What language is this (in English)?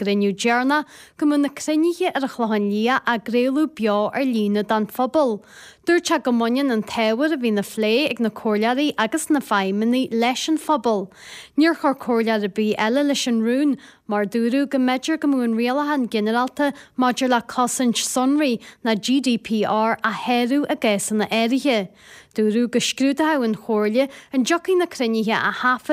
Irish